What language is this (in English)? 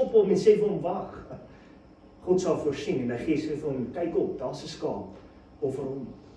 Afrikaans